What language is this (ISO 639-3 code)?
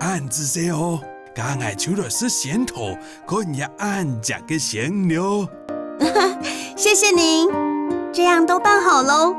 hak